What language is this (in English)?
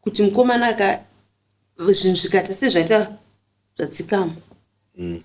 Shona